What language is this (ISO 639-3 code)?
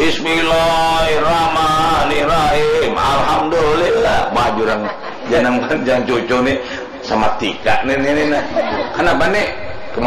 bjn